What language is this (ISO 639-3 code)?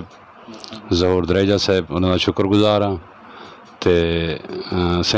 lah